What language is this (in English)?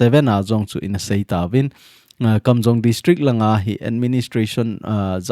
Thado Chin